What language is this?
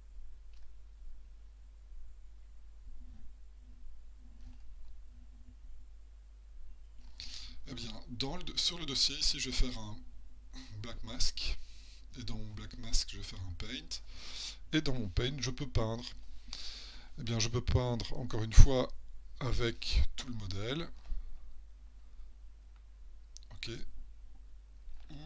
French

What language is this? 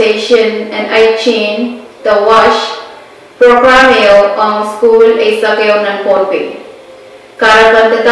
Pohnpeian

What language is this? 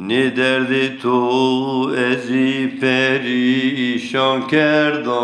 Zaza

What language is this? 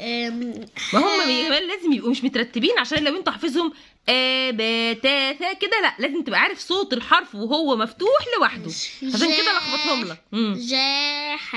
Egyptian Arabic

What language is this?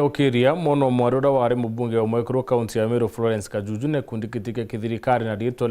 Meru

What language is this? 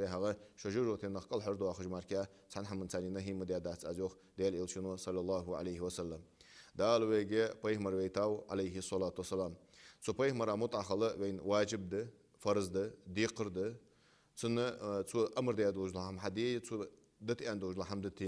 Ingush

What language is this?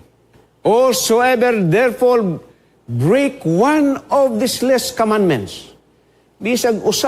Cebuano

